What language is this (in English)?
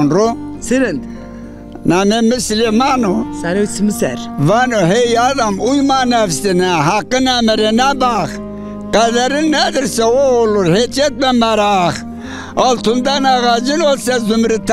Zaza